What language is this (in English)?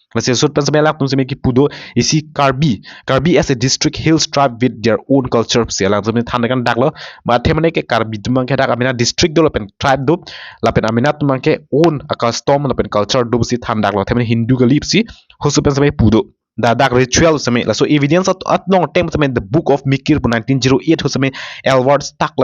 Karbi